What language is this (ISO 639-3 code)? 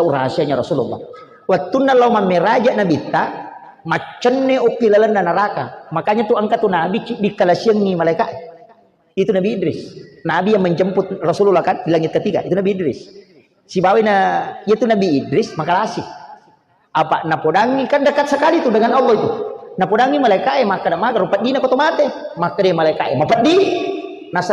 bug